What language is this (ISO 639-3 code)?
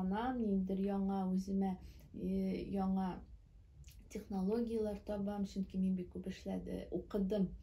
tat